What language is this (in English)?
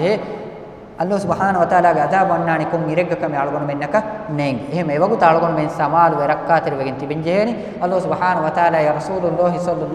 Divehi